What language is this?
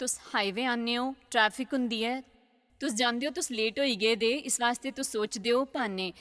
Dogri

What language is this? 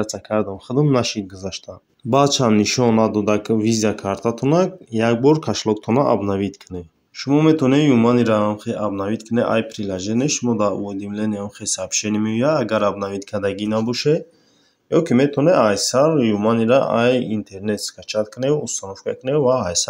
Tajik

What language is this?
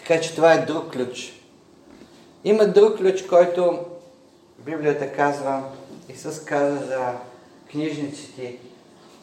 Bulgarian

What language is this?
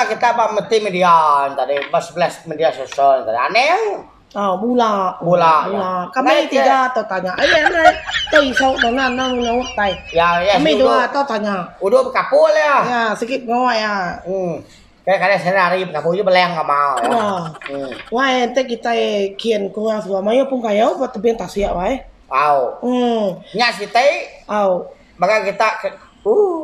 Iban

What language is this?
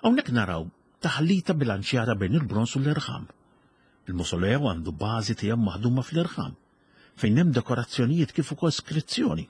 Maltese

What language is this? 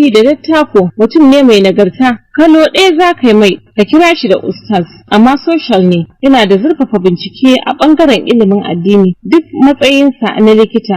Hausa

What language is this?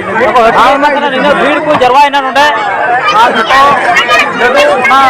Santali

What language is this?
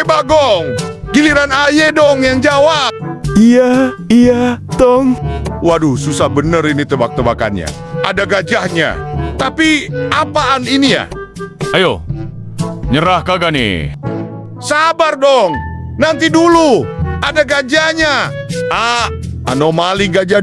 Betawi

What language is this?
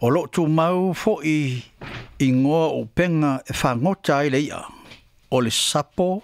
Samoan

